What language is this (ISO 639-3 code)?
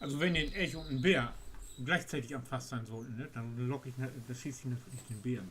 nds